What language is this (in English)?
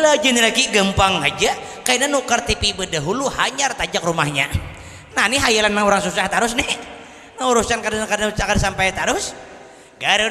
Banjar